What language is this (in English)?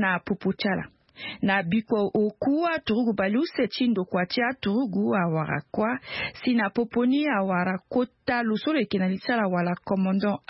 Sango